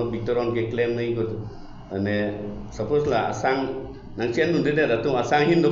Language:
Karbi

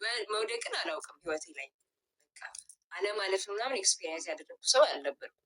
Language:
Amharic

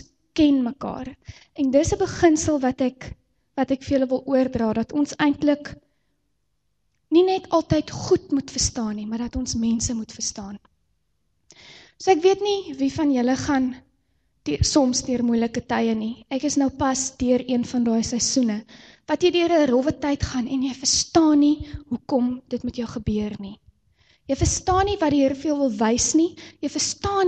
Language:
Afrikaans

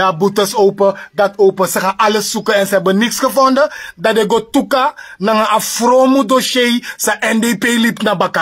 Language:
Sranan Tongo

